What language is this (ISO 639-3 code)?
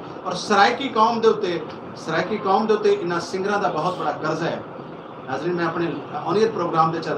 skr